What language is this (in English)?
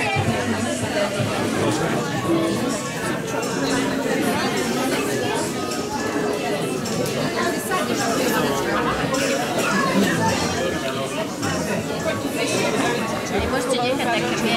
Slovak